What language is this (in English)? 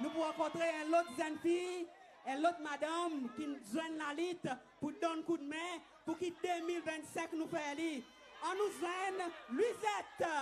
Seselwa Creole French